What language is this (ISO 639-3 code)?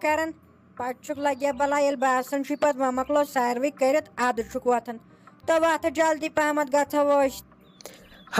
kas